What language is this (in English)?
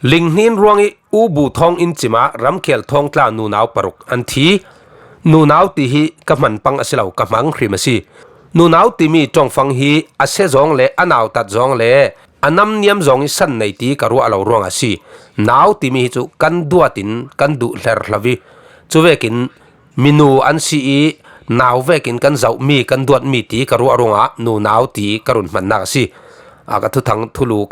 Falam Chin